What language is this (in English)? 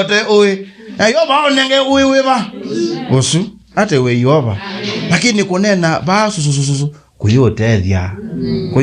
Kamba